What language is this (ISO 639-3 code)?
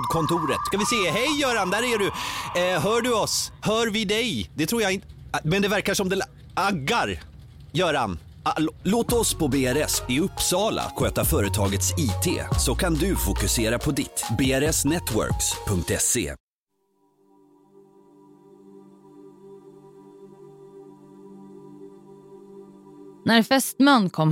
swe